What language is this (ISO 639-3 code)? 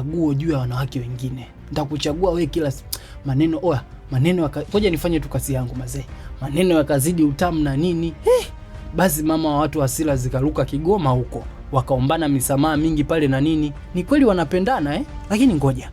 swa